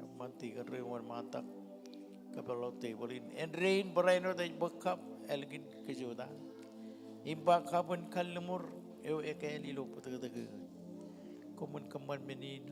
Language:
Marshallese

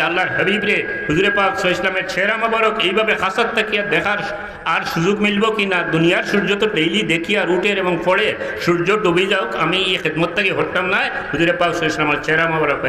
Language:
Sylheti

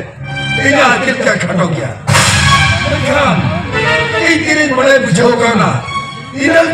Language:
Santali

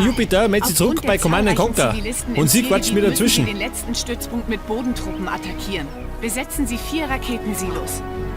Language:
Bavarian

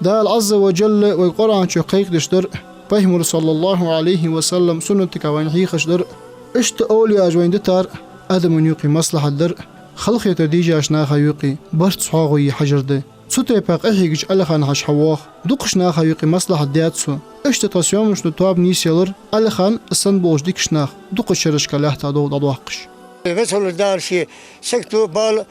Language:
Ingush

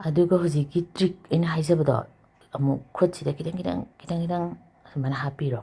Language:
Manipuri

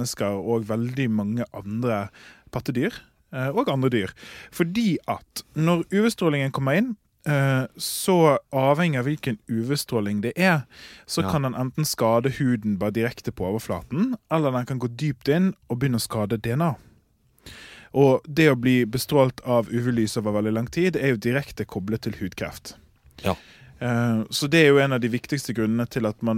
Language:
Norwegian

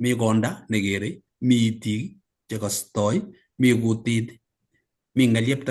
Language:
Kalenjin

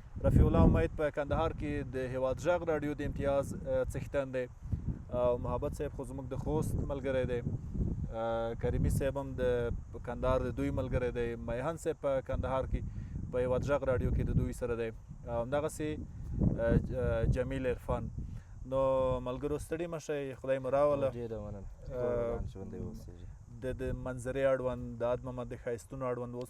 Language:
Pashto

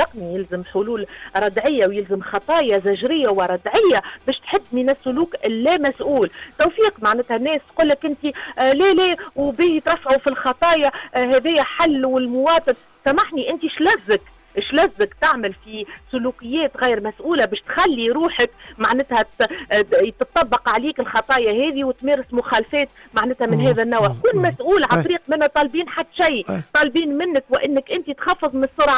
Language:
Tunisian Arabic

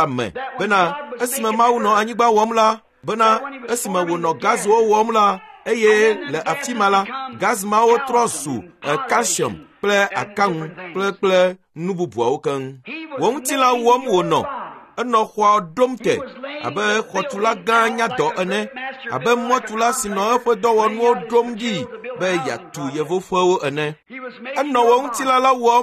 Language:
Ewe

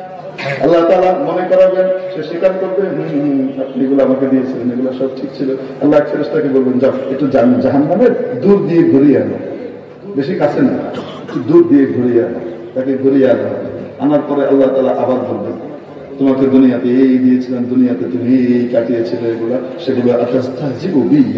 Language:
Bangla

